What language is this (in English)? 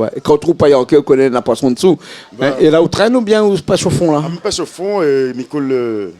Réunion Creole French